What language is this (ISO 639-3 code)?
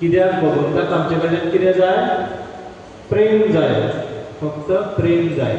kok